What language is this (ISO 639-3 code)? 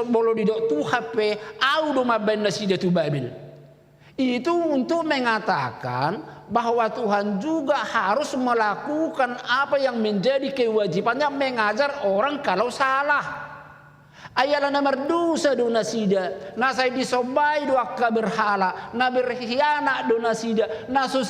bbc